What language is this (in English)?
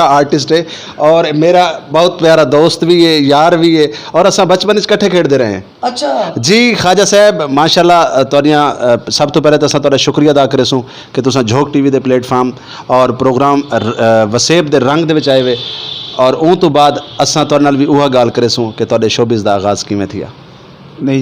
Saraiki